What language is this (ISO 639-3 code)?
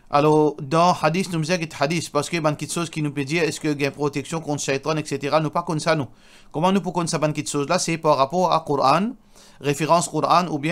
mfe